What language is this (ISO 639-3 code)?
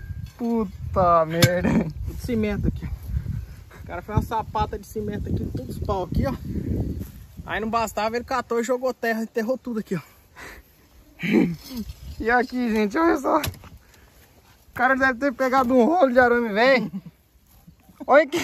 por